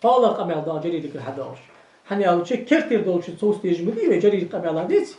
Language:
Ingush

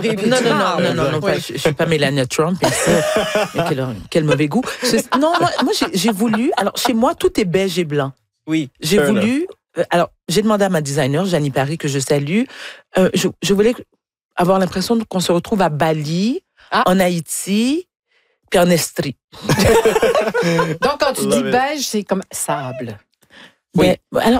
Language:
French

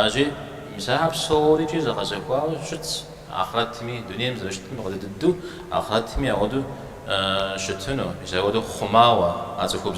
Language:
Kabardian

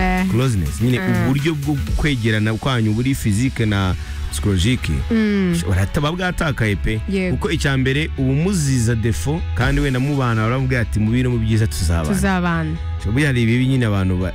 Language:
Kinyarwanda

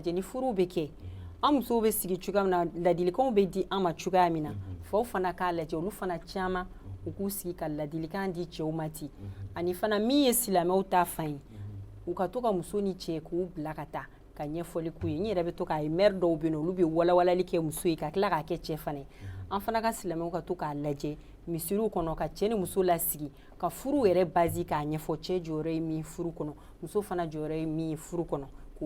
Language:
Bambara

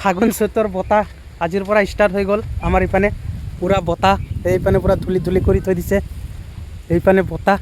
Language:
Assamese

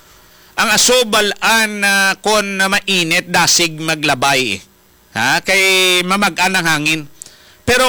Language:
Hiligaynon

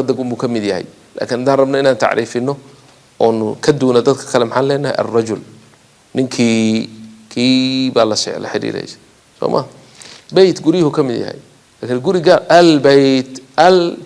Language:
Somali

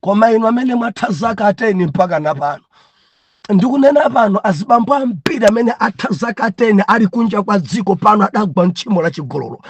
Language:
Nyanja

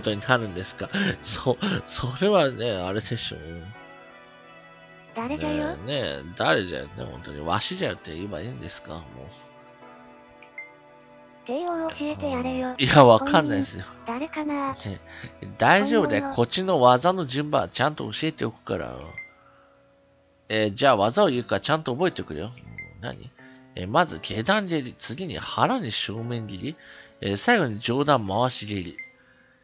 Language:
Japanese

